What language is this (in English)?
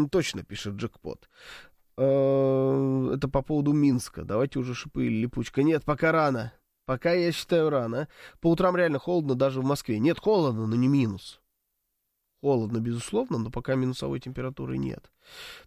Russian